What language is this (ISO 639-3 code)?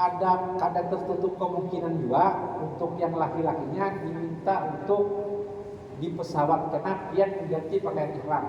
bjn